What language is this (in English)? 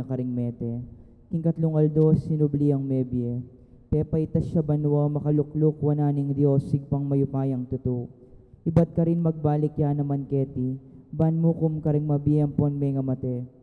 Pampanga